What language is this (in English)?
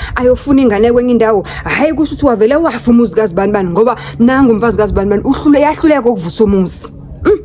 Zulu